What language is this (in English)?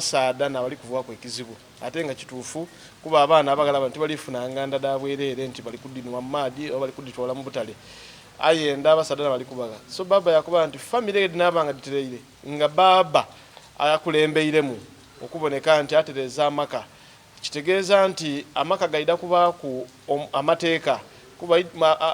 Soga